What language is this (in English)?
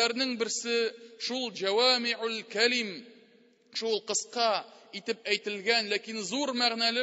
Tatar